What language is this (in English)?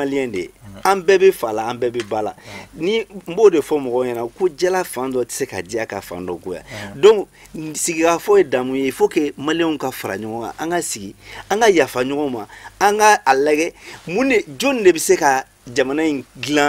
Bambara